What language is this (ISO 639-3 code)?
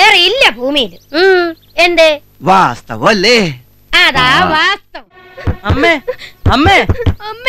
mal